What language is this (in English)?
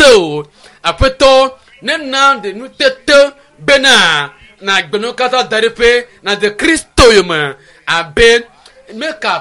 Ewe